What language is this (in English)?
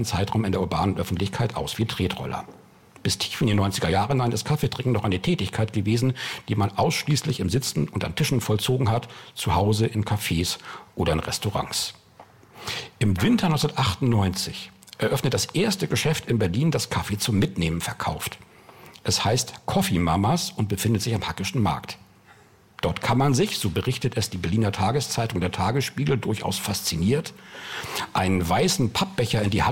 German